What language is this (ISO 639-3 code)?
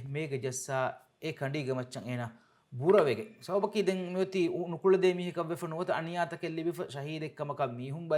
div